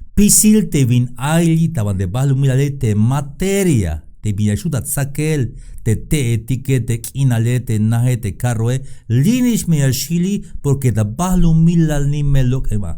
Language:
Tzeltal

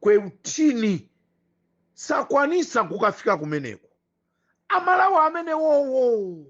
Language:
Nyanja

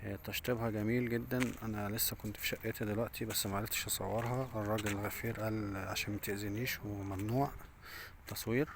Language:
Egyptian Arabic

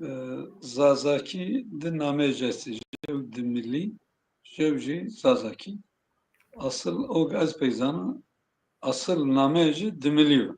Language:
Zaza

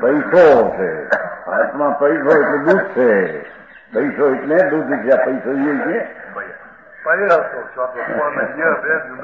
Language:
Gujarati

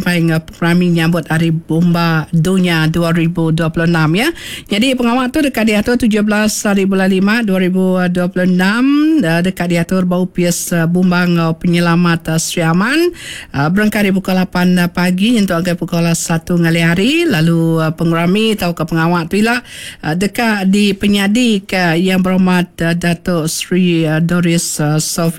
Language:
Iban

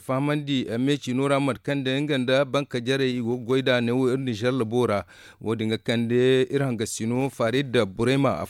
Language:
Zarma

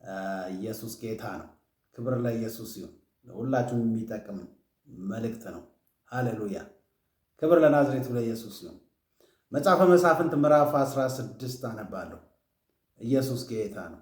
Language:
Amharic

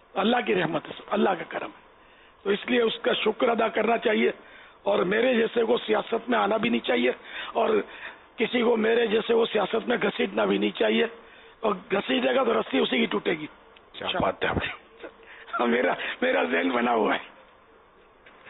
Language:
Urdu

